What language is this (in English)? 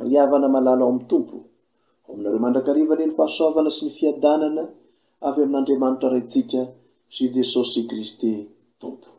Malagasy